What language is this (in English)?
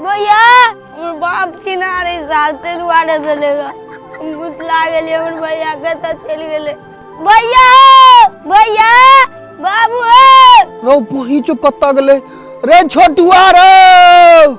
Maithili